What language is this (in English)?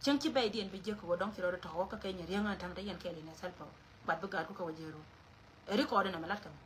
Nuer